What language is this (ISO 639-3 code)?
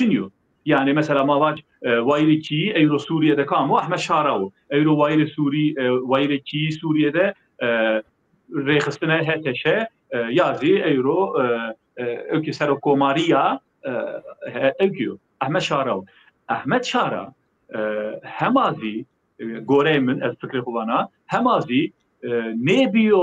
zza